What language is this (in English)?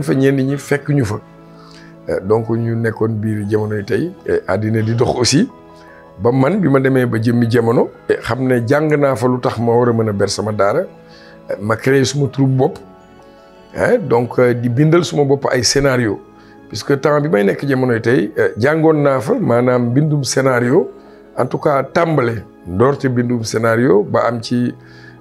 Wolof